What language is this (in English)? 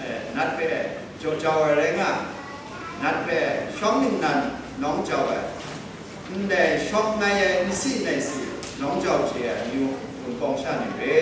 Kachin